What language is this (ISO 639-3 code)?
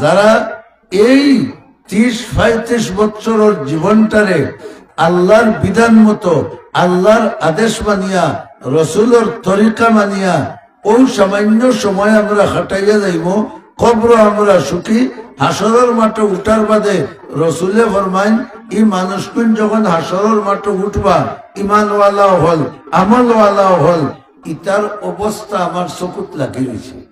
syl